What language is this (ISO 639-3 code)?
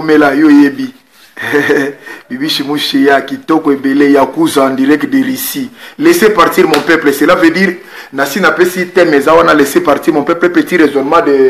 lin